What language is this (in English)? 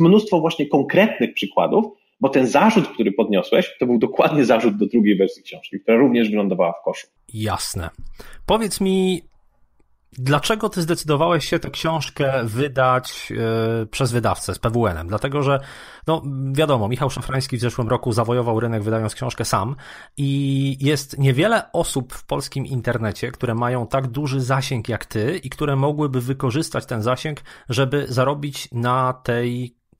Polish